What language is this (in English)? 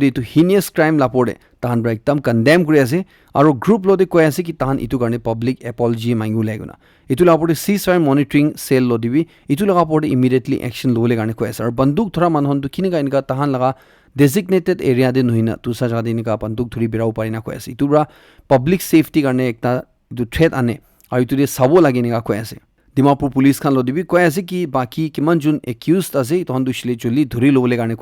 Naga Pidgin